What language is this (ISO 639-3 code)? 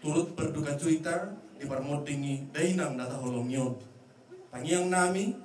bbc